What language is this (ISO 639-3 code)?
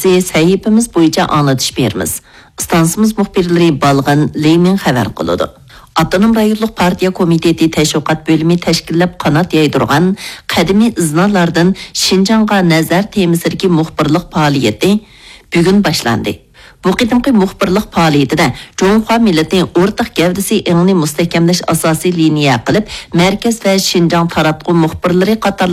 uig